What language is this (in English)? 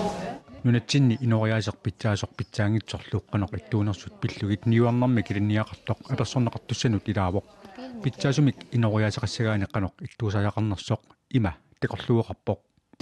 Kalaallisut